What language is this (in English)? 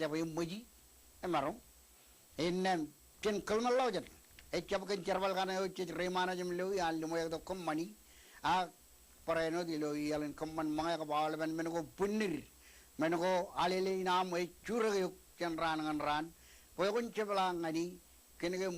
Marshallese